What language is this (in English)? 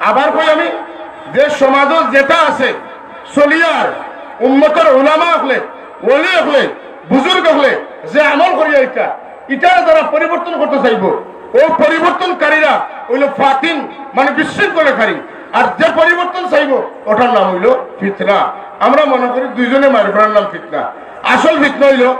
Sylheti